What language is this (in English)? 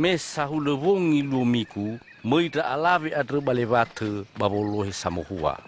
Nias